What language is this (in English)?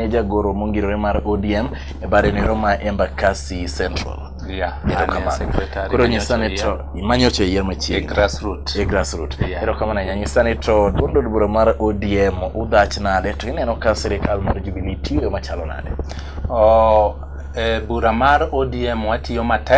Luo (Kenya and Tanzania)